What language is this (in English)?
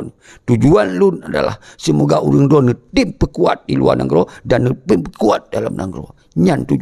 Achinese